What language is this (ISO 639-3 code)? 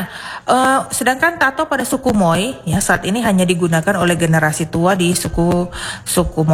ind